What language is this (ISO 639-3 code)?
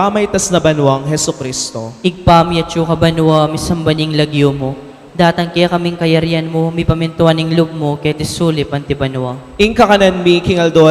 pam